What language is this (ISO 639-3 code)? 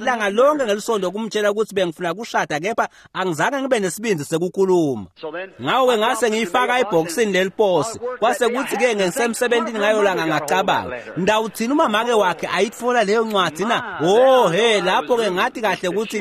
ssw